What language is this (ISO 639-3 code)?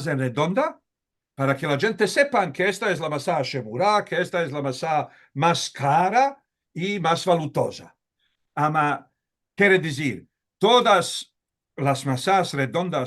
lad